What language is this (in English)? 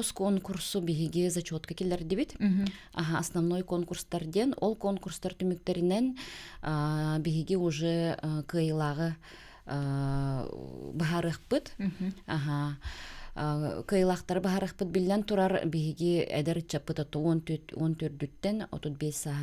Yakut